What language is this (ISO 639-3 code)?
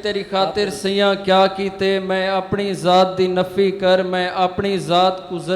skr